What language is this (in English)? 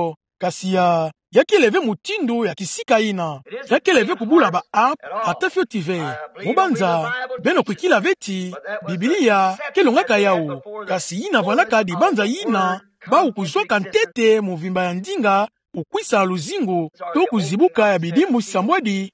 Kituba (Democratic Republic of Congo)